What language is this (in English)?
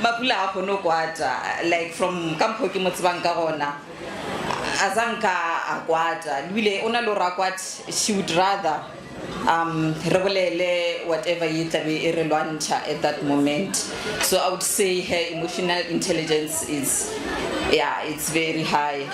Northern Sotho